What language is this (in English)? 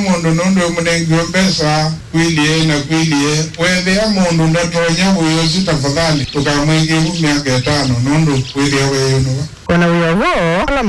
Kamba